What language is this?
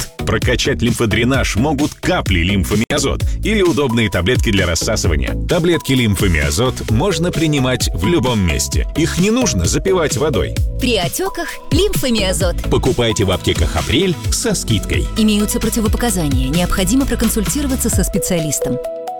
Russian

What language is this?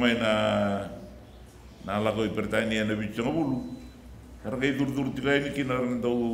Fijian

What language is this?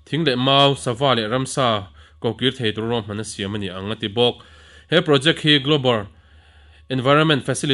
Mizo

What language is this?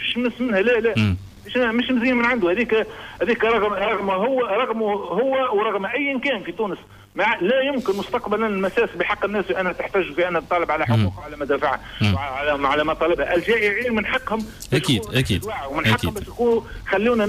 Tunisian Arabic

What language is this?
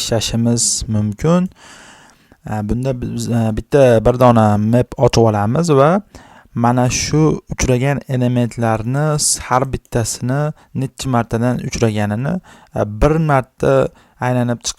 Uzbek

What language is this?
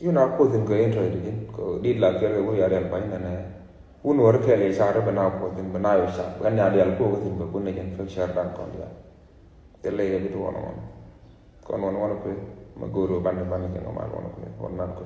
Nuer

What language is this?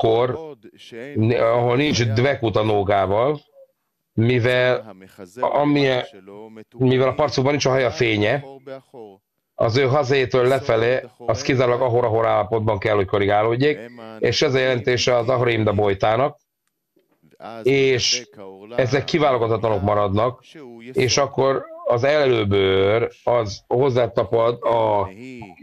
Hungarian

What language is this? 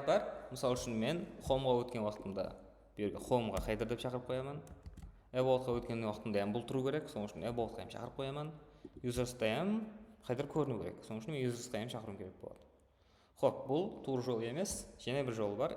Kara-Kalpak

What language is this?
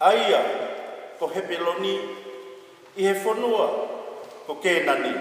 Tongan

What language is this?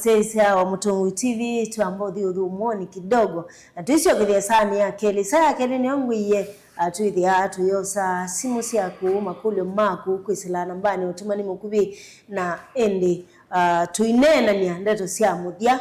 Kamba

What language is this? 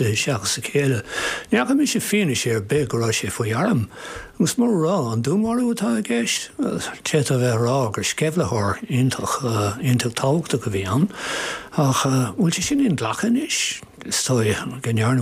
Irish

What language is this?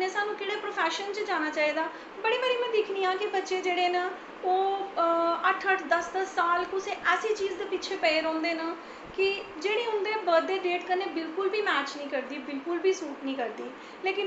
Dogri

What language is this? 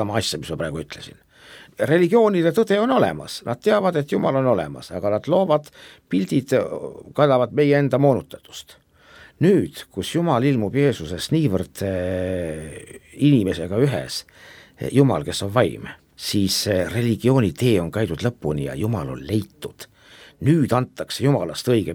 Estonian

